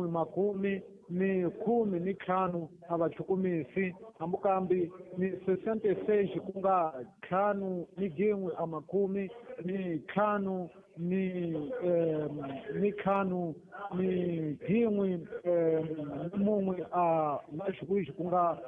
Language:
Tsonga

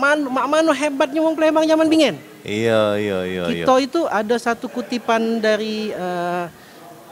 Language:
Musi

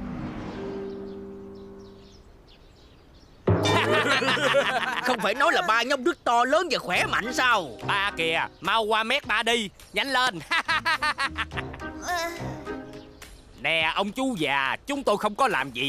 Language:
Vietnamese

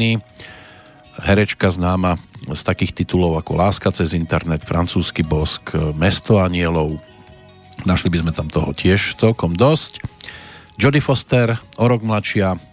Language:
Slovak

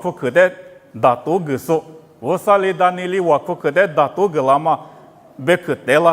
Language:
Lisu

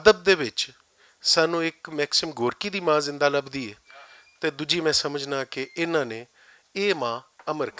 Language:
Western Panjabi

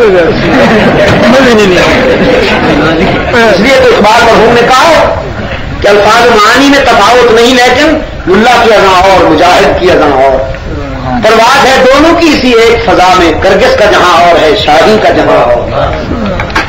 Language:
Urdu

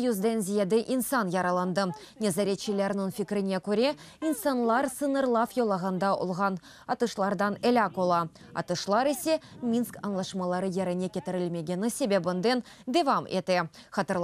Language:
Crimean Tatar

